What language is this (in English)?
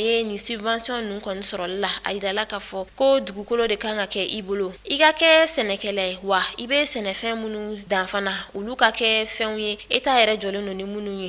Bambara